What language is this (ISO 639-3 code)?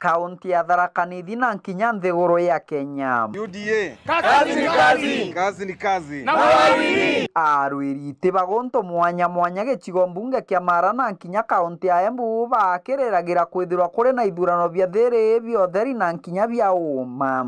mer